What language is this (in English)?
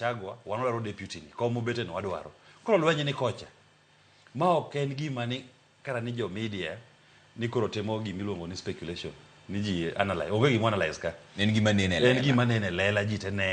Luo (Kenya and Tanzania)